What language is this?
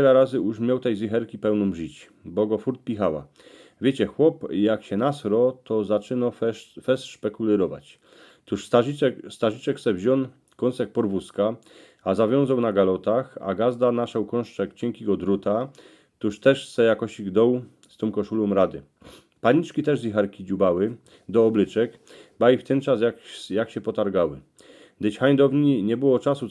Silesian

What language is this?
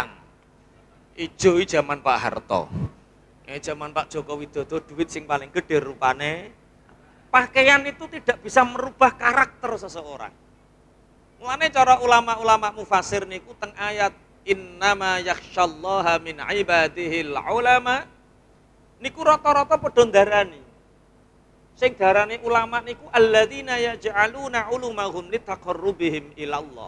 Javanese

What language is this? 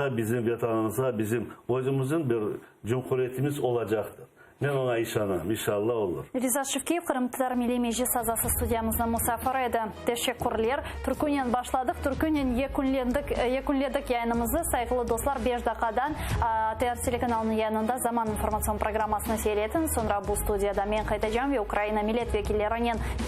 Crimean Tatar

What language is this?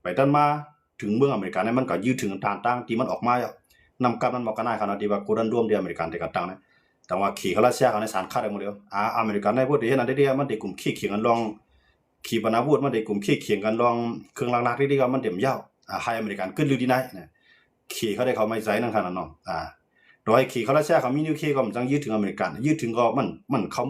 Shan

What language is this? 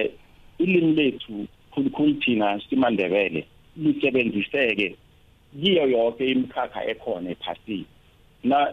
South Ndebele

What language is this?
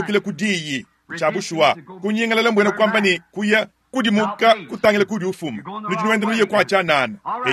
Luba-Lulua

